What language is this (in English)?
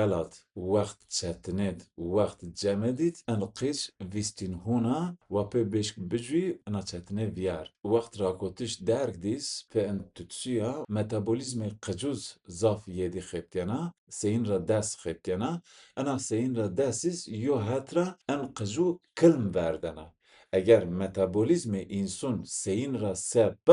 Zaza